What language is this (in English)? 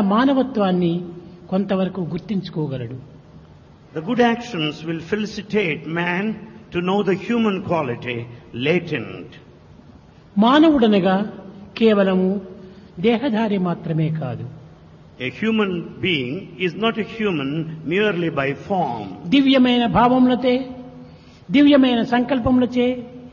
Telugu